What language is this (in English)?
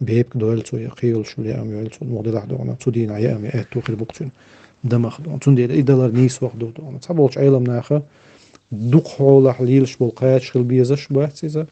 Chechen